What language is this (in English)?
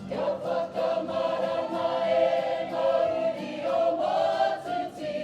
Māori